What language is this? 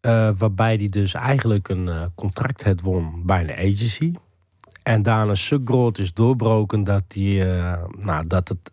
Western Frisian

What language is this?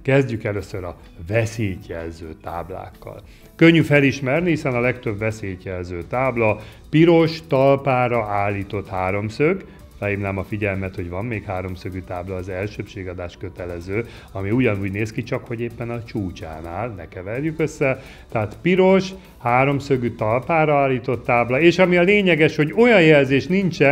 Hungarian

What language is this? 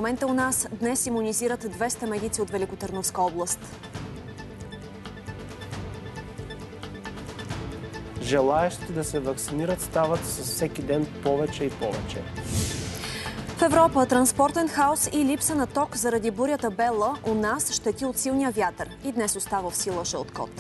Bulgarian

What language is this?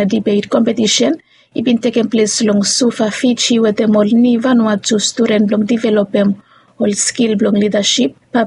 Bislama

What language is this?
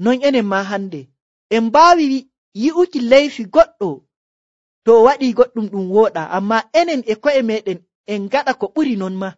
Nigerian Fulfulde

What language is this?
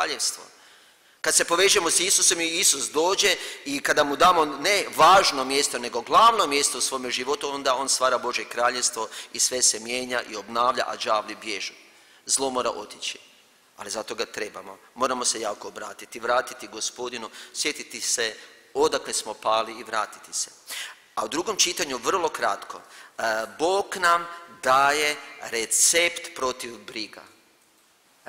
Croatian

